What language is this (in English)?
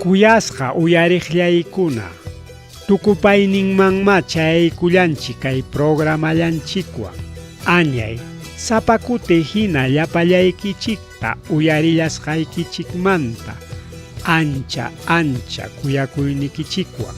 Ayacucho Quechua